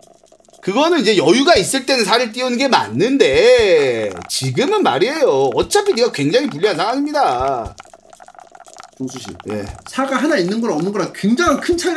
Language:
Korean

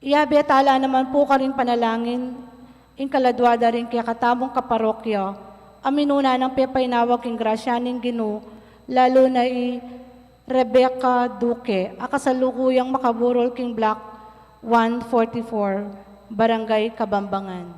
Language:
Pampanga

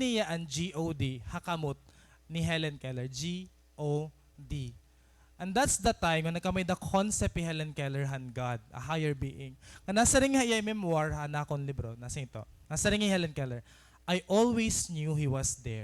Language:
Waray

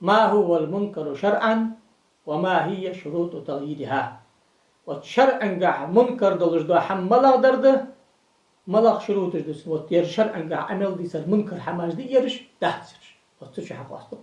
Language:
Ingush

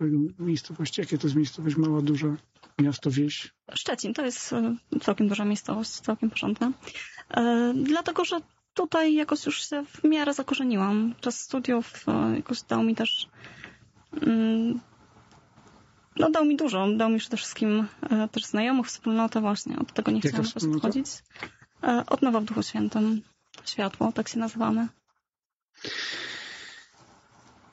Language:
Polish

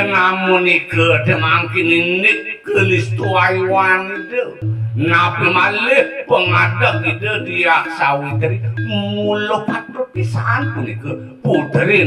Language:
Balinese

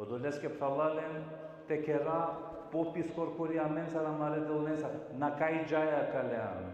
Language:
Balkan Romani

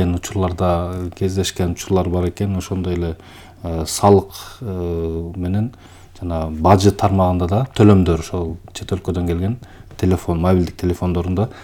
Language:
Kyrgyz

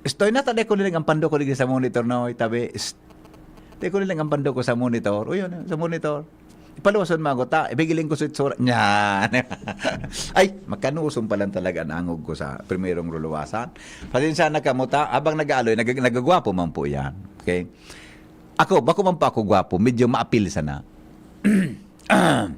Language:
Bikol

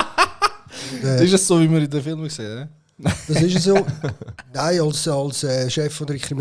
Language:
Swiss German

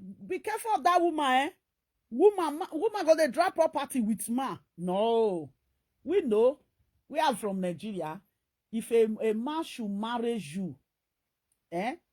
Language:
Nigerian Pidgin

